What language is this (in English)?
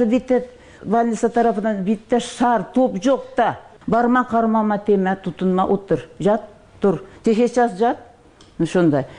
Kyrgyz